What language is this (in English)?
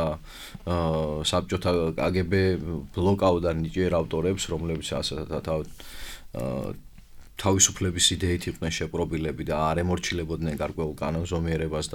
Georgian